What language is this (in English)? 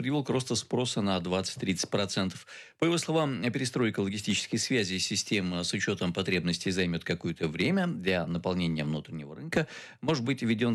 Russian